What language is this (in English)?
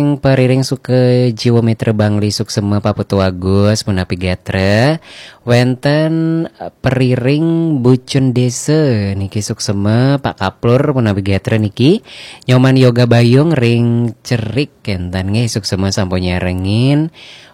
Balinese